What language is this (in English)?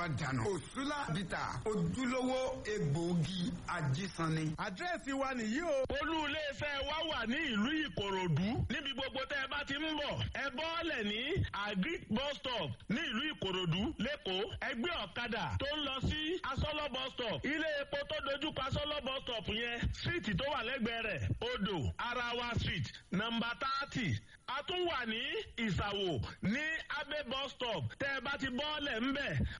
Yoruba